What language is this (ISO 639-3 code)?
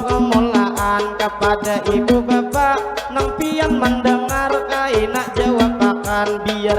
bjn